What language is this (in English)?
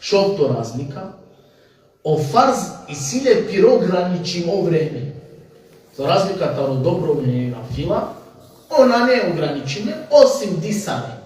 Balkan Romani